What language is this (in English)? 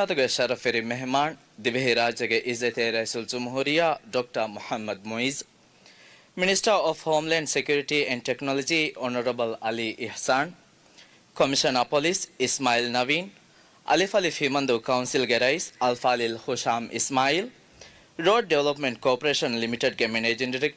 Divehi